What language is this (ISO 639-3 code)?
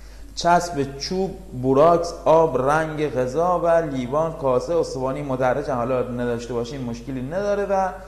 fas